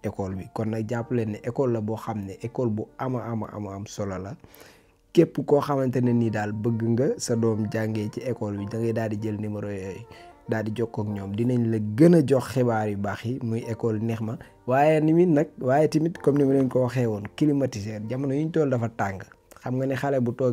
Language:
Wolof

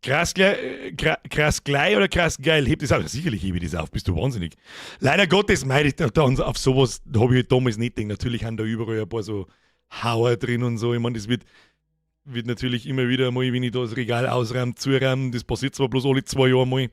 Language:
Bavarian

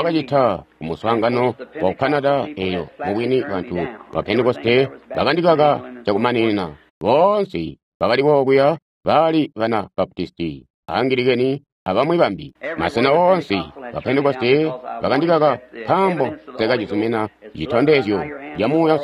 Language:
Tonga (Zambia)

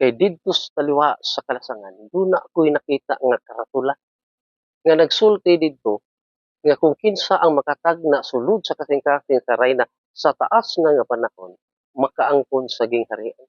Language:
Cebuano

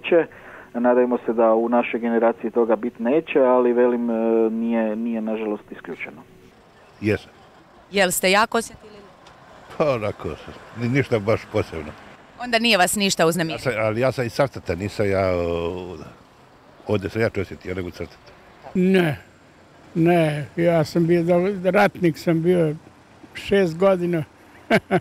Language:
Croatian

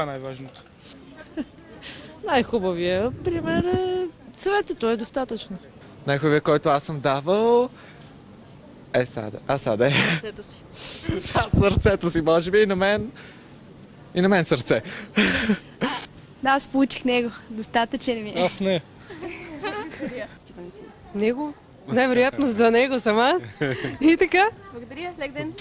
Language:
Bulgarian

